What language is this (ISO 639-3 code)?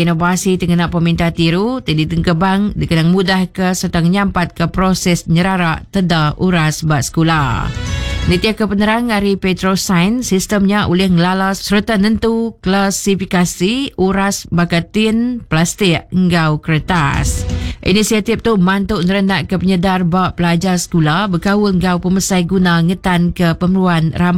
iba